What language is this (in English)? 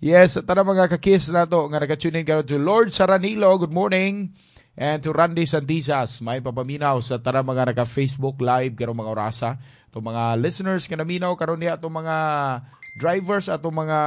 Cebuano